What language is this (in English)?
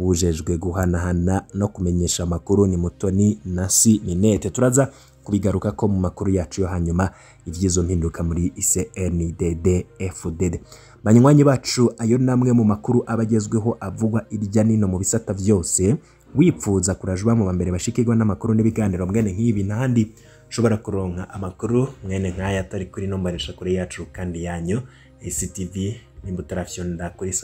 Rundi